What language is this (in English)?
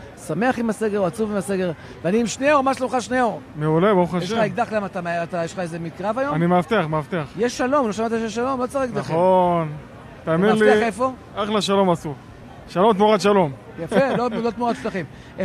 Hebrew